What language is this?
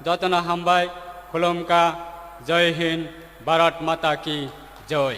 Kok Borok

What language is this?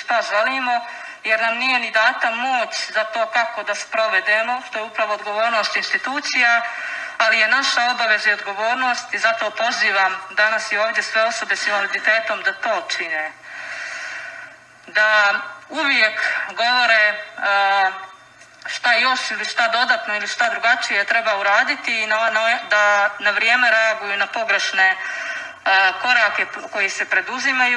Bosnian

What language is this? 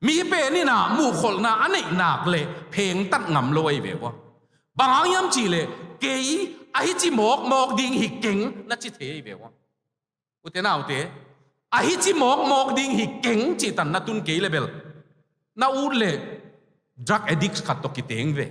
Tedim Chin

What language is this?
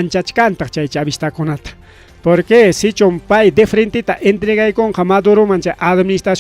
Ayacucho Quechua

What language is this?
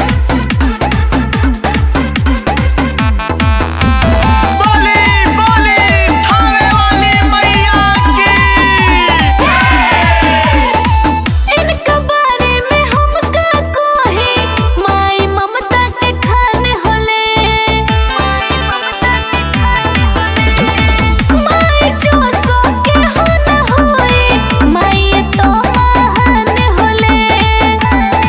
Bhojpuri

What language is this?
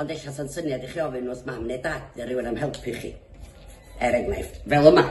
Welsh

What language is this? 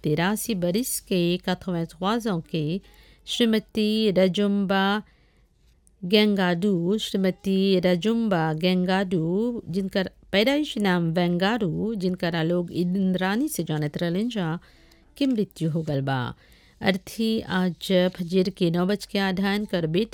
Bhojpuri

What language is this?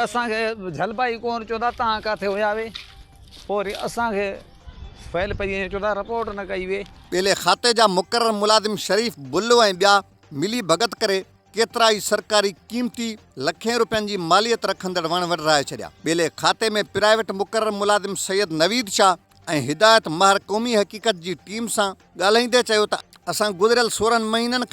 Sindhi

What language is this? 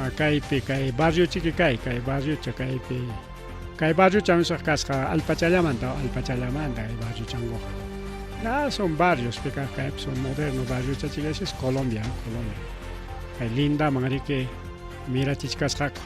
Ayacucho Quechua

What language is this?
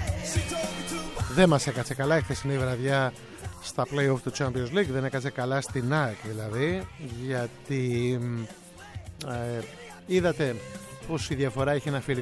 Greek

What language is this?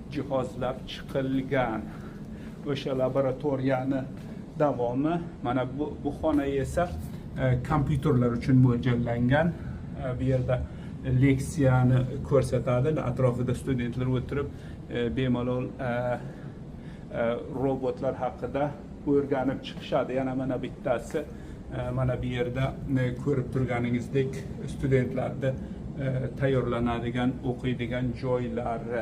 Uzbek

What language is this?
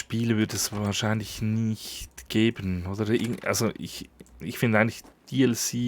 Swiss German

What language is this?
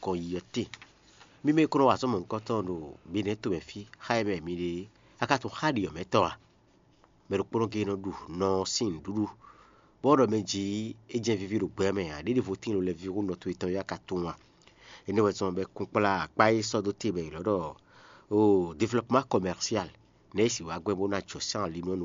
Fon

